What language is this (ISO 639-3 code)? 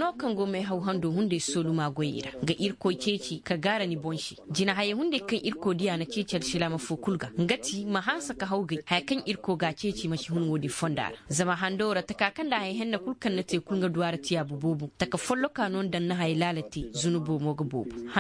ses